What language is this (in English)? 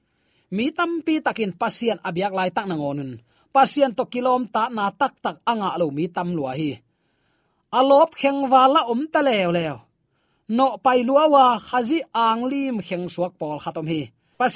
Tedim Chin